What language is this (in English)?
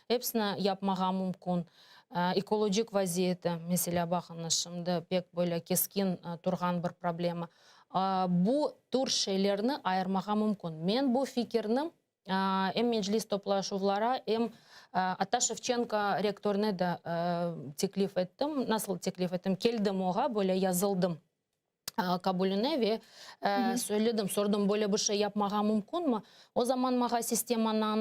Crimean Tatar